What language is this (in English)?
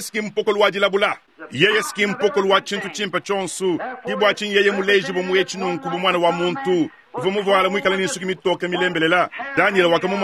Luba-Lulua